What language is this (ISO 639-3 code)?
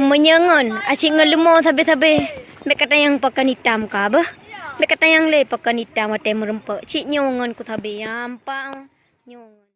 ace